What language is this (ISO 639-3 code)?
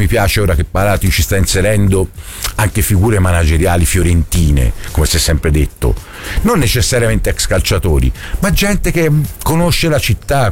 ita